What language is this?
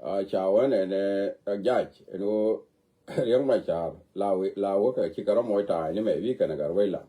Nuer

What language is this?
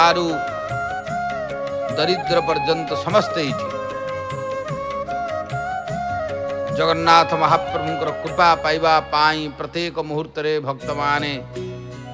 Odia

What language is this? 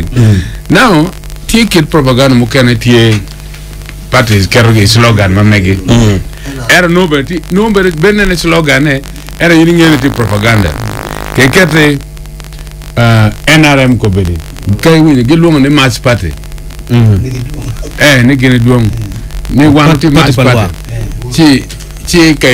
Acoli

